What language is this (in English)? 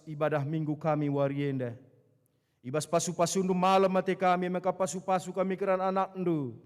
Batak Karo